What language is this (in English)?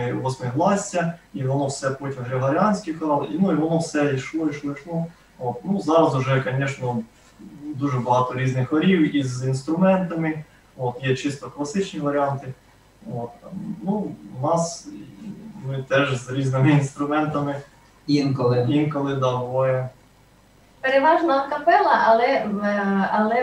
Ukrainian